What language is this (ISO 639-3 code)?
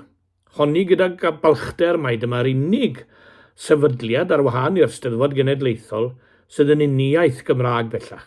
cym